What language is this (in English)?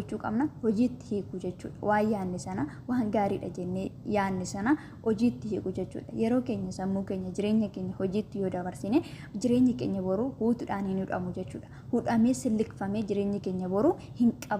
Oromo